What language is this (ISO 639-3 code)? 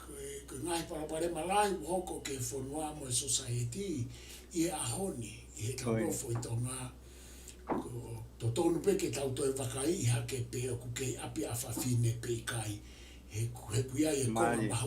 ton